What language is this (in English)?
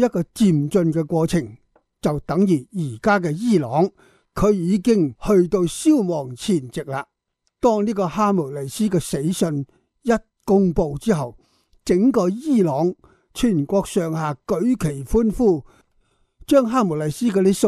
Cantonese